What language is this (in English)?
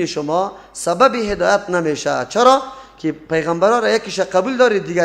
Persian